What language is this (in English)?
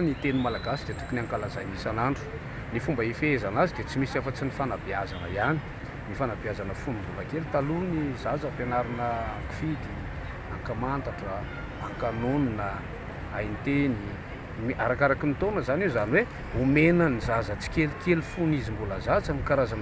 Malagasy